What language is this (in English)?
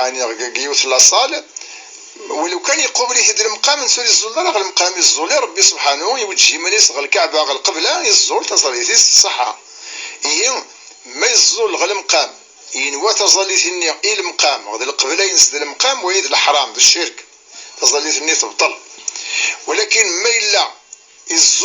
Kabyle